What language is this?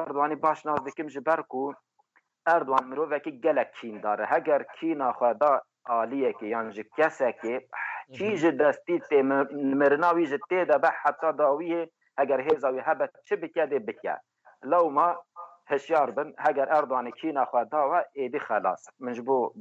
Kurdish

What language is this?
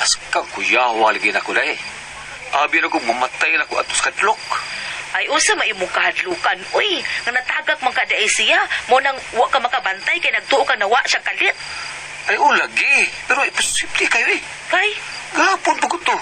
Cebuano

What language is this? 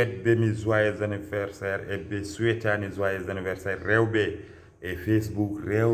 Fula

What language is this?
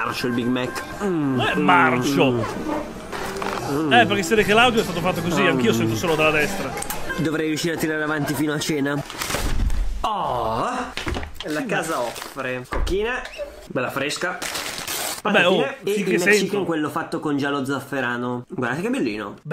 Italian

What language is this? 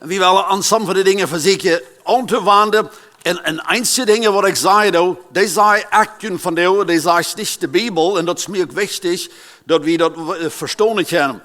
Plautdietsch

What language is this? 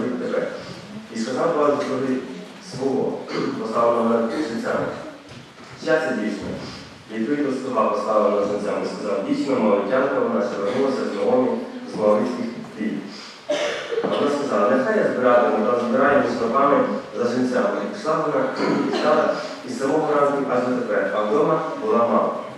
Ukrainian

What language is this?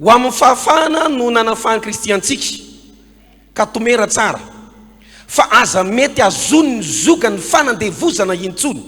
Malagasy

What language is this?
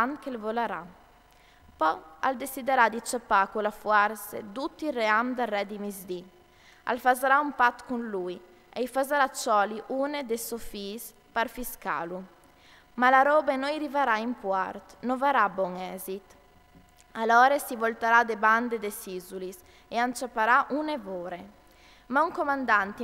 Friulian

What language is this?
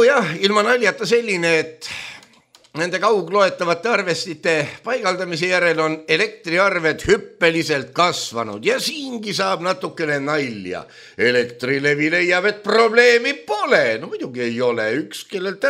Estonian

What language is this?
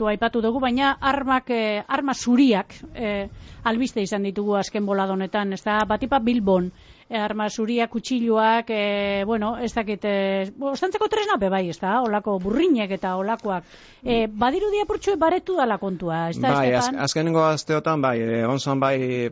Basque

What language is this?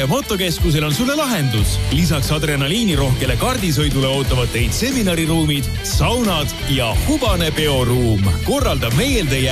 Estonian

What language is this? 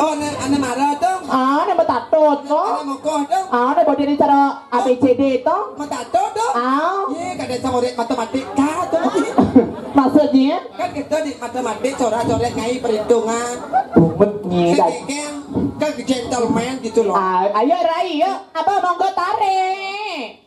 Balinese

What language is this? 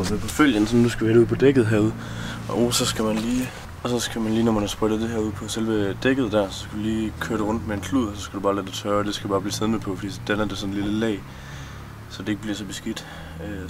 Danish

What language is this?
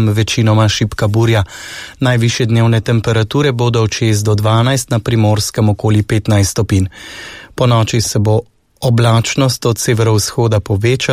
Slovenian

